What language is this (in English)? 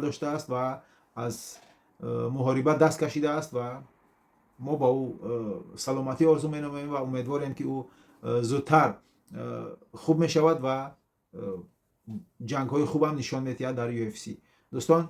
Tajik